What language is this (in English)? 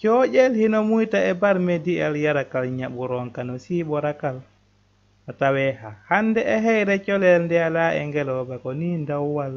Fula